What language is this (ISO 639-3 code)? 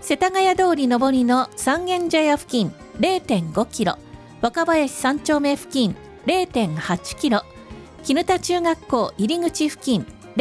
jpn